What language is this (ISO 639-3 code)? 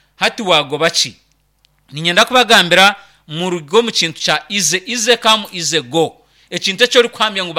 nyn